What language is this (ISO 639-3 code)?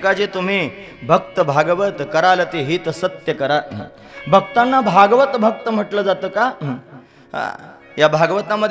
mar